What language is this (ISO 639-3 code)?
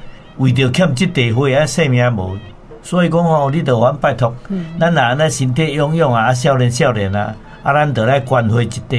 nan